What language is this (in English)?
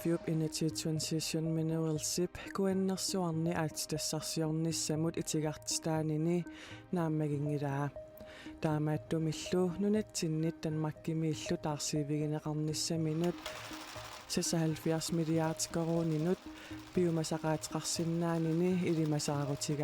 Kalaallisut